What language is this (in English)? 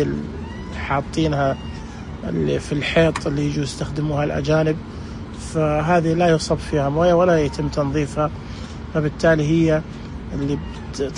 Najdi Arabic